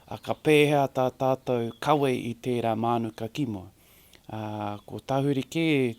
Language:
Māori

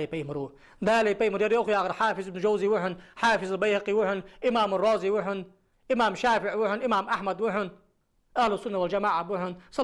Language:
Ingush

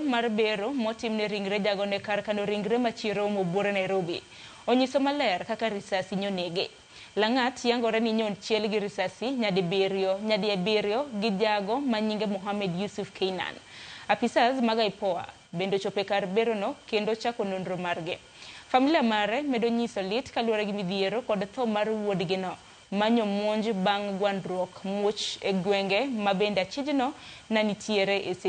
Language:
Luo (Kenya and Tanzania)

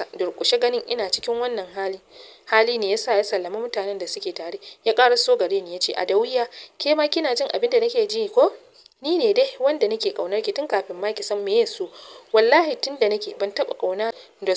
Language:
Hausa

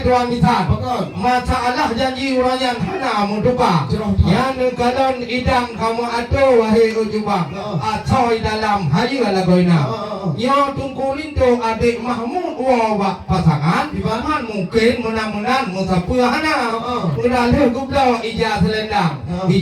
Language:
Achinese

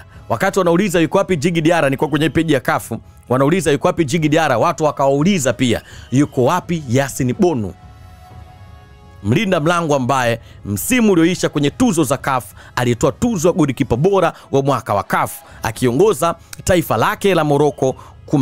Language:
Swahili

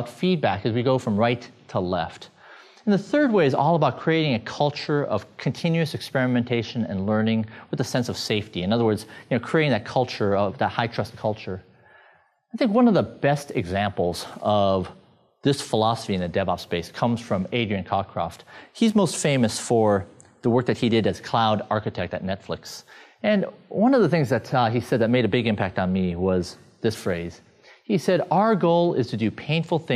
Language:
English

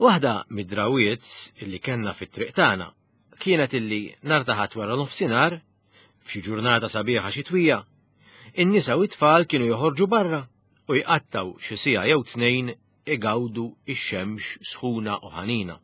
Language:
Maltese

